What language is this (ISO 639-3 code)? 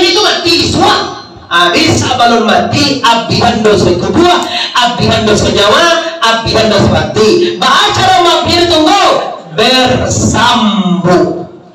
min